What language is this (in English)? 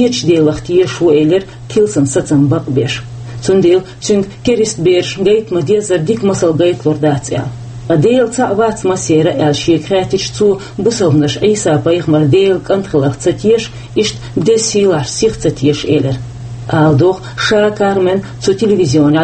Chechen